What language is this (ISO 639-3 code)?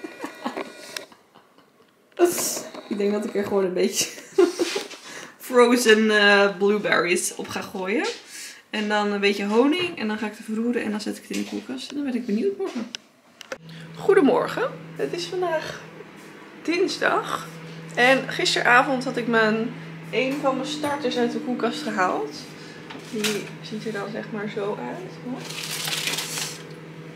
nld